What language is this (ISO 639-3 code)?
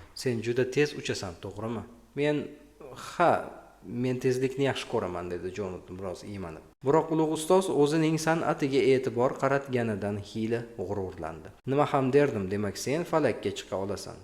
uzb